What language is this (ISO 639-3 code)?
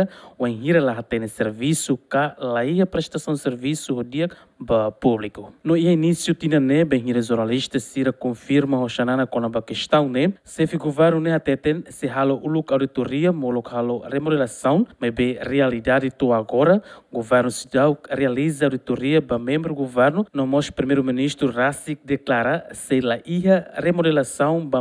tet